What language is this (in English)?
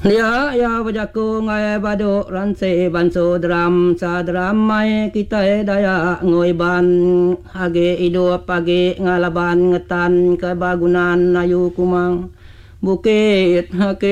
Iban